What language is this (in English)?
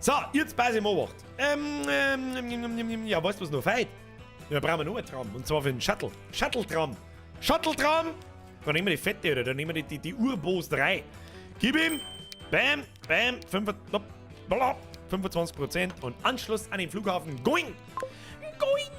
Bavarian